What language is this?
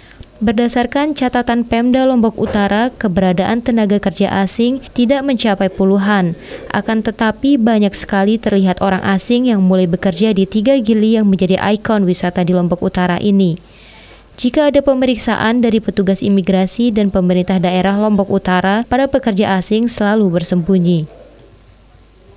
Indonesian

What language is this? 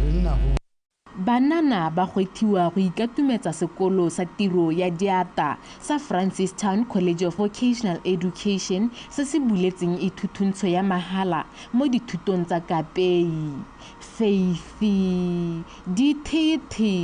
Tswana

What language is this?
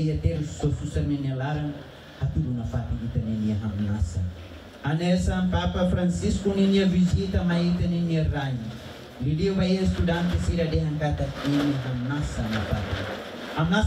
Tetum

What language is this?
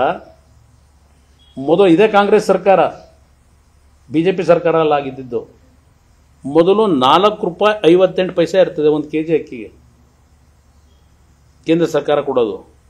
Kannada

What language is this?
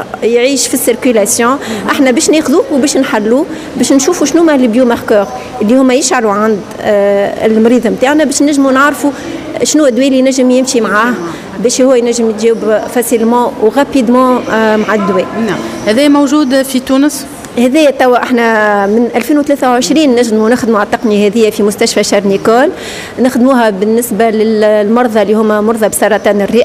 Tunisian Arabic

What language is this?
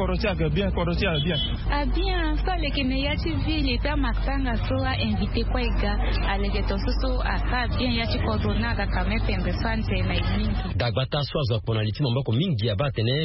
Sango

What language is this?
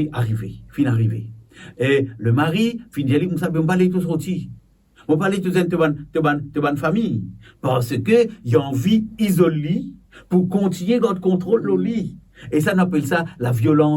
Morisyen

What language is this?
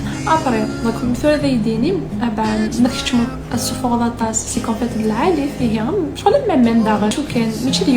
Kabyle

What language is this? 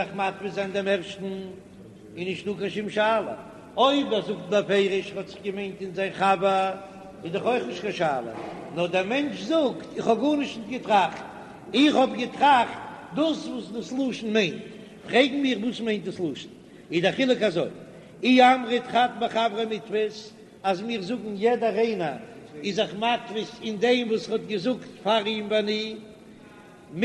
Yiddish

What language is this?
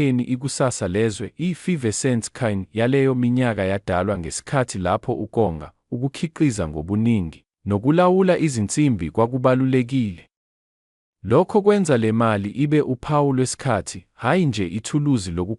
Zulu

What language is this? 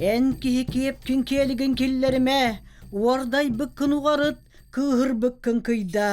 Yakut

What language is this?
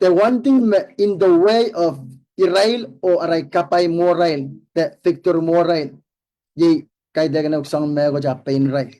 Pohnpeian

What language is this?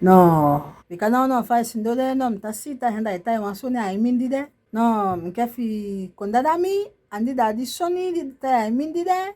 Saramaccan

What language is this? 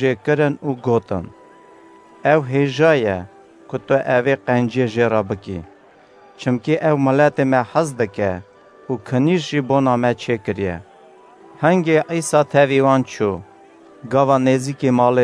Kurdish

